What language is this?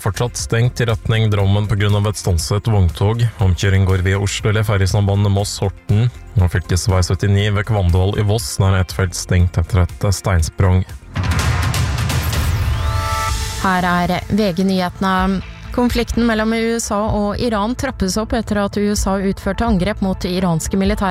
Norwegian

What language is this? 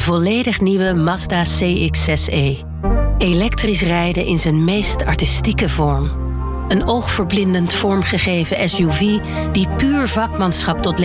Dutch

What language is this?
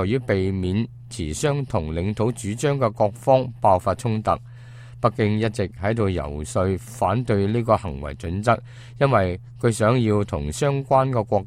Cantonese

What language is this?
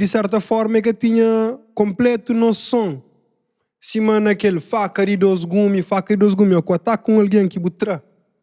Kabuverdianu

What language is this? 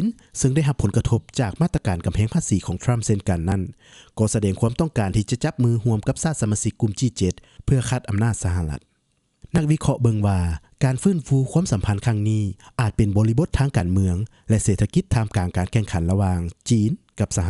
Lao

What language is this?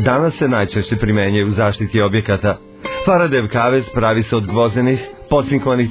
Serbian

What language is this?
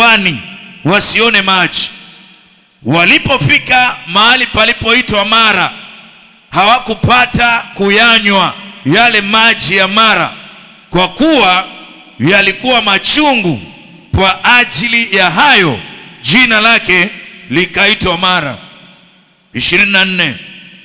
Swahili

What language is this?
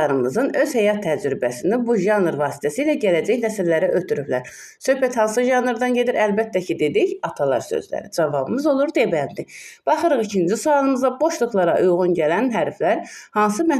Azerbaijani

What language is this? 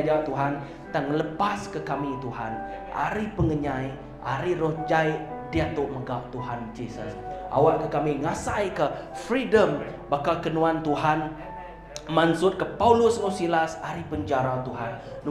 Iban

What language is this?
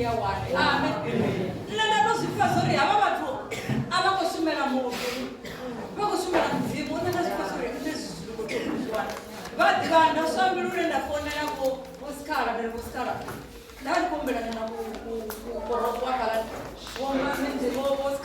Venda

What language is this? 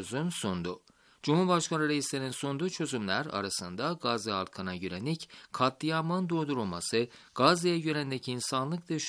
Turkish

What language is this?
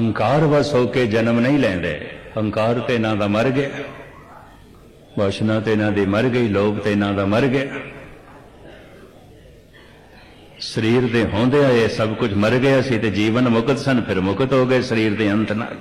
Punjabi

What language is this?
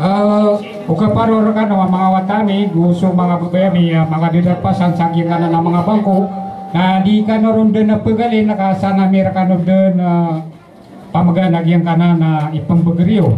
Maranao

